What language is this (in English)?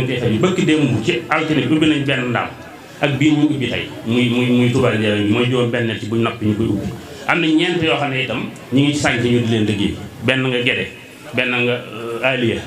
Wolof